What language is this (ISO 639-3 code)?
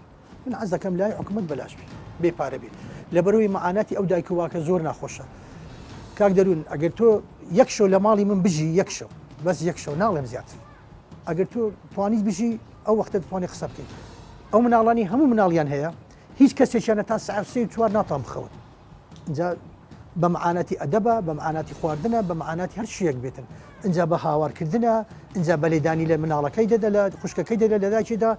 ckb